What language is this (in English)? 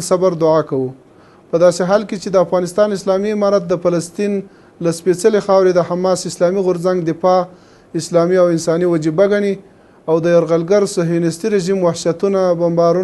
Pashto